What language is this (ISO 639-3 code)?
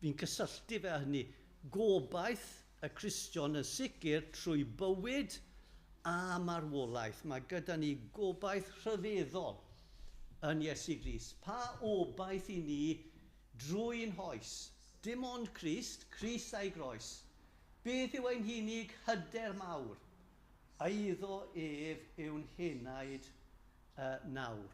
cym